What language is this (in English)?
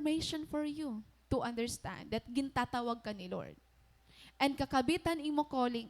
Waray